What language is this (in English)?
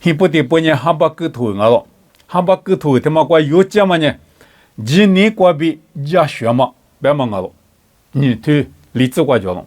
Lisu